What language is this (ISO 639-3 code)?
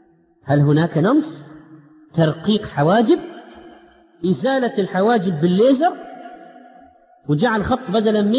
ara